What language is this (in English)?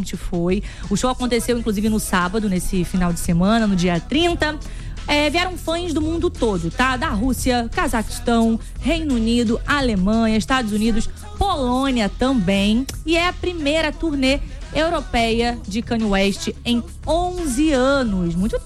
Portuguese